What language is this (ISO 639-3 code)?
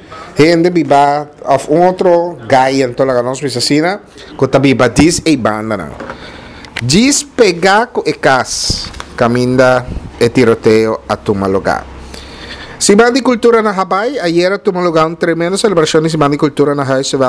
pap